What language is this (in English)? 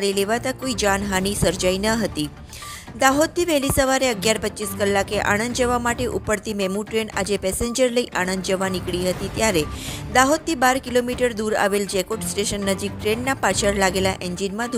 Gujarati